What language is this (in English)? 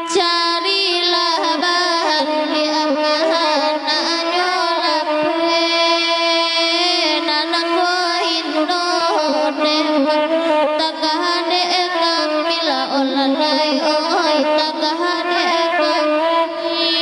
Minangkabau